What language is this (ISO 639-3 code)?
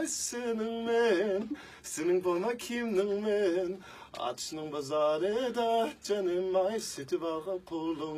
uig